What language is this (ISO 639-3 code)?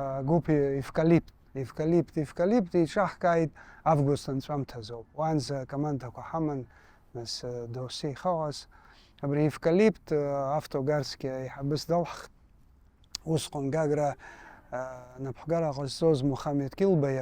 abk